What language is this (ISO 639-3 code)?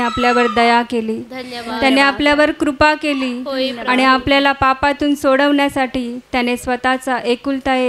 mar